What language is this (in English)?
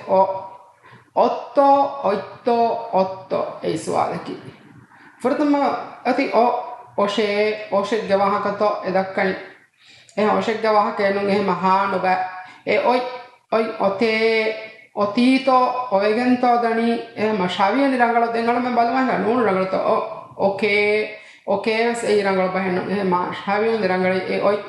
Divehi